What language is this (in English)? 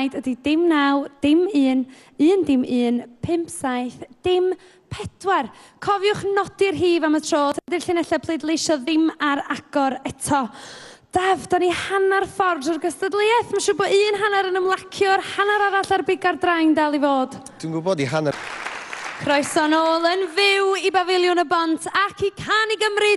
Welsh